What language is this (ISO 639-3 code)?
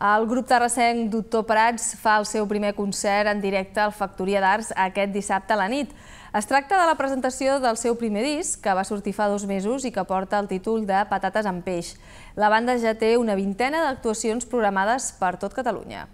cat